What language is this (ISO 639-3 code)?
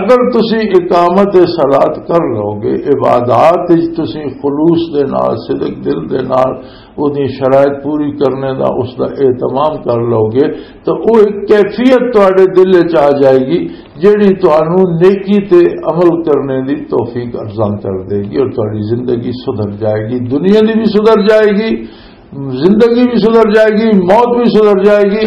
lah